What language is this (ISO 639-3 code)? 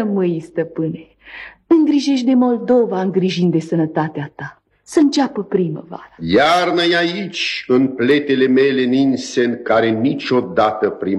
ron